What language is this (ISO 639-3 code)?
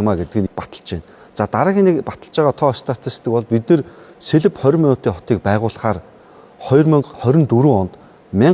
mon